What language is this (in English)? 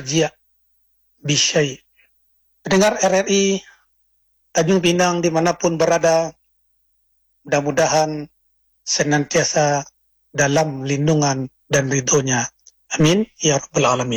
Indonesian